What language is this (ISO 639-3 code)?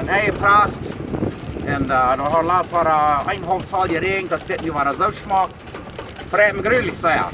pdt